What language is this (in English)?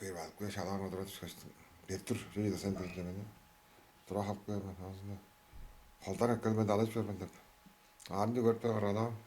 Tuvinian